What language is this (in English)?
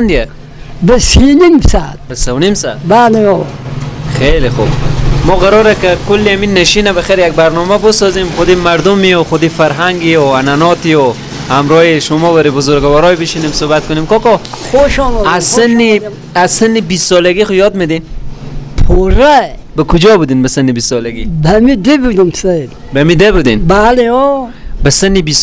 Persian